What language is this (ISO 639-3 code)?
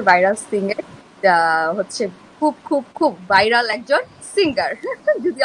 ben